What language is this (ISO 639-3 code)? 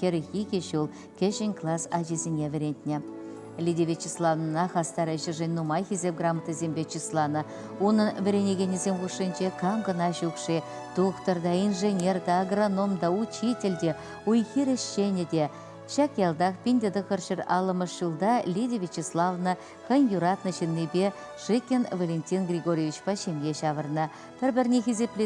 chv